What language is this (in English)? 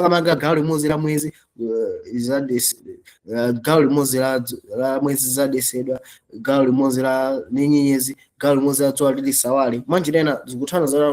Nyanja